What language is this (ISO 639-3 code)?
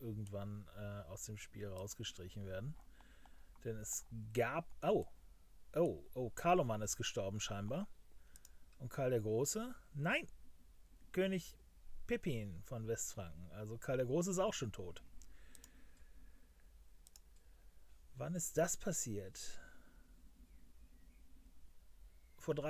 deu